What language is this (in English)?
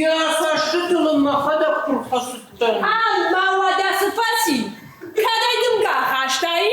Ossetic